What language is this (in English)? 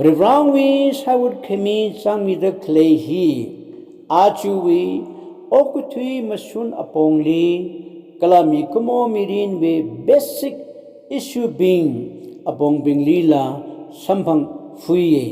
Tangkhul Naga (India)